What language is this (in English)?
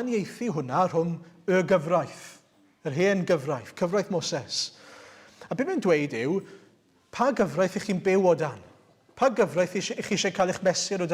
Welsh